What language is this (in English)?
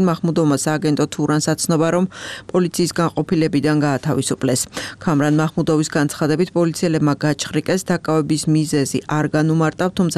Georgian